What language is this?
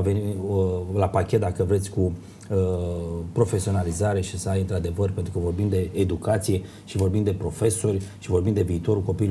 Romanian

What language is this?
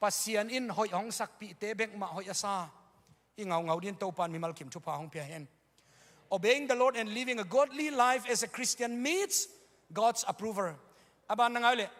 Tedim Chin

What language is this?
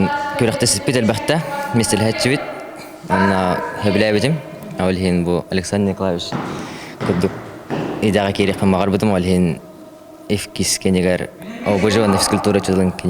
Yakut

